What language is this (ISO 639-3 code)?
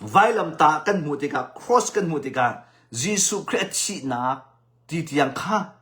cnh